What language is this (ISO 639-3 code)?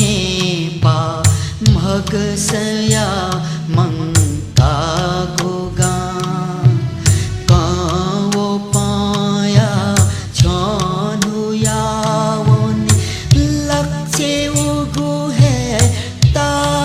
new